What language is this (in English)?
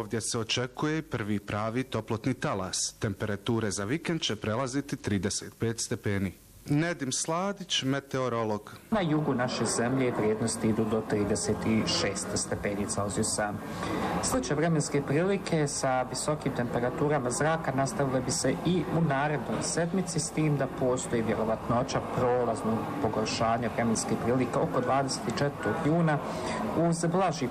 Bosnian